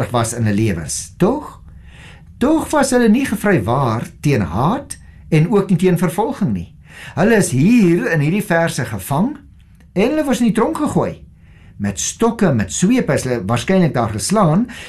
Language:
Afrikaans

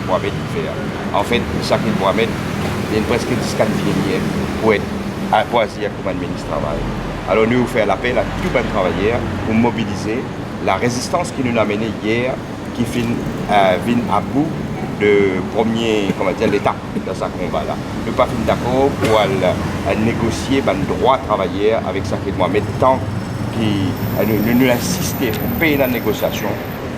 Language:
Morisyen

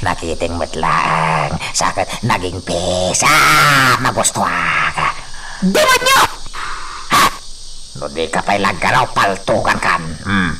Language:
Iloko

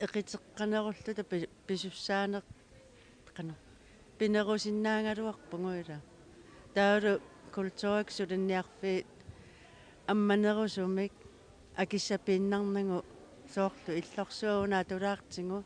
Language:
Kalaallisut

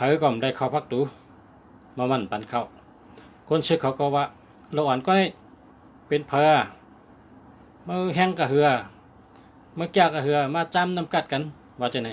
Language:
Shan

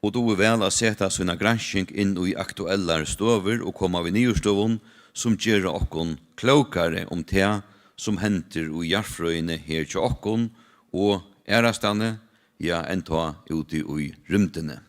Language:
Faroese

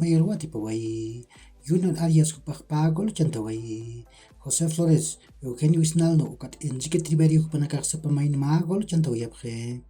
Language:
Aymara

